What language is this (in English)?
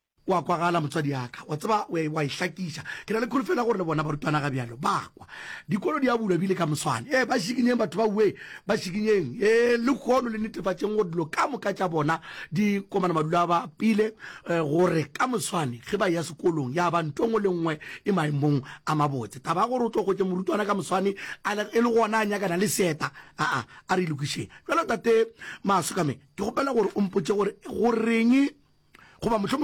Northern Sotho